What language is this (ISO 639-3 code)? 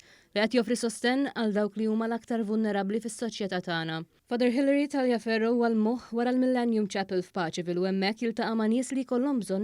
mlt